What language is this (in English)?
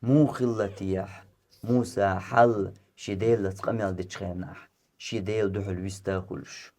Chechen